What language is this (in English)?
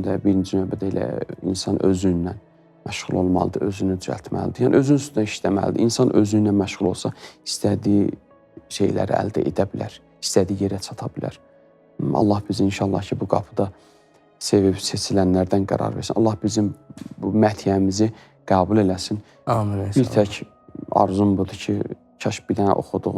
Azerbaijani